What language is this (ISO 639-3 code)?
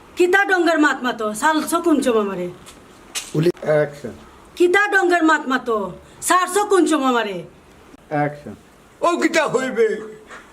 syl